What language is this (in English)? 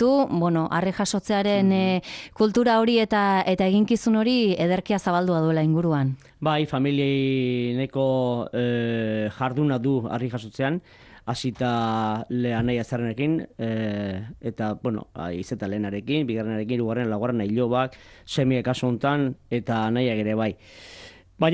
Basque